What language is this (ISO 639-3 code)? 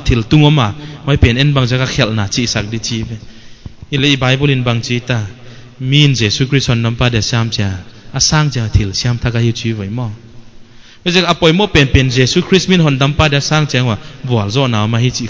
pck